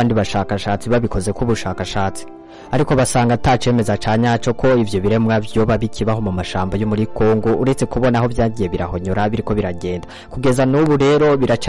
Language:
Rundi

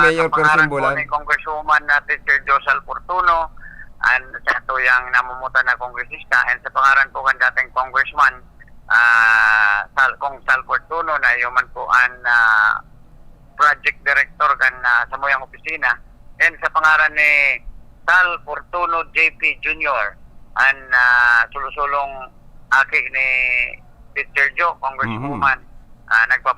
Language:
Bikol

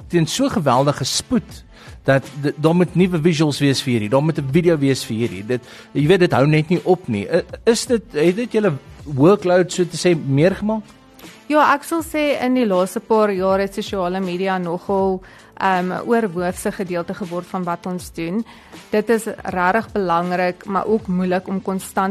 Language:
Afrikaans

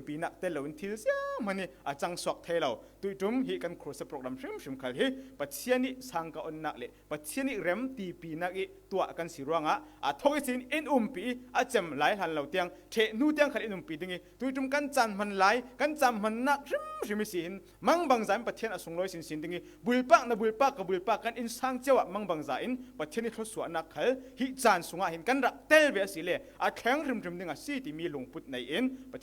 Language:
Falam Chin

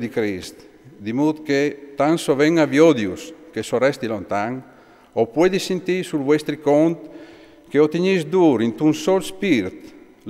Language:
Friulian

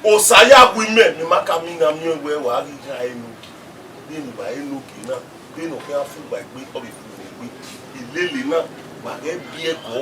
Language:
Bini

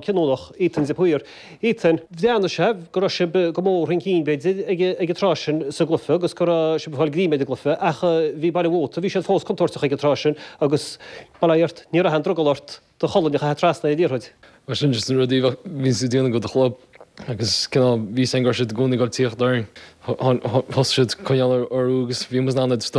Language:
Irish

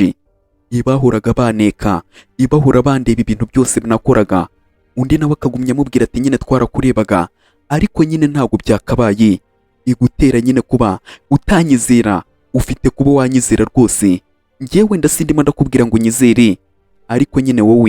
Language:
Kinyarwanda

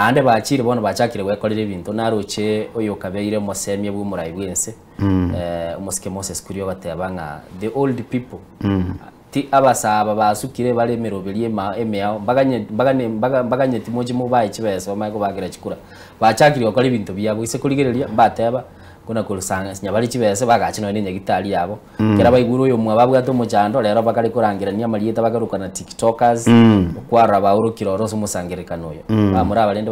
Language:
Gusii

